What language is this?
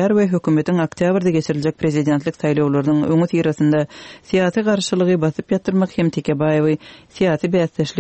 Turkmen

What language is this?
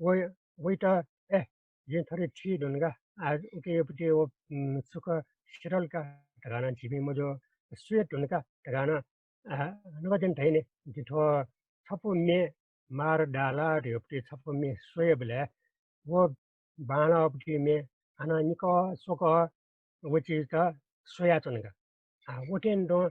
Newari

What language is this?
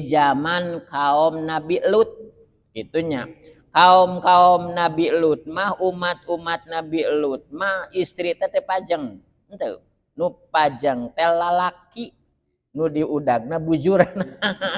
Sundanese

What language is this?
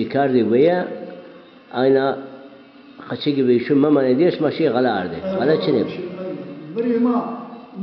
Zaza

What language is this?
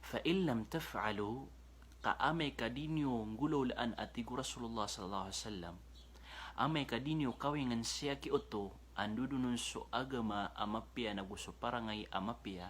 Maranao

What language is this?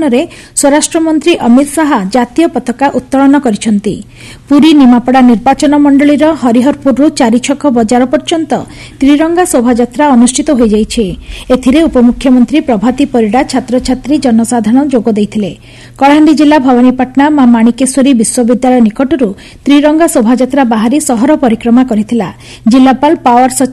Odia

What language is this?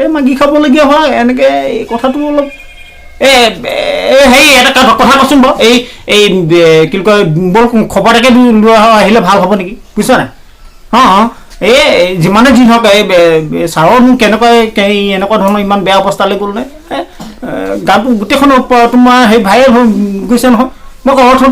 Assamese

